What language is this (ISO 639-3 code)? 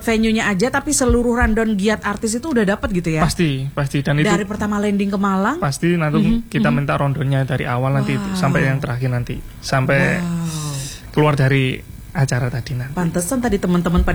ind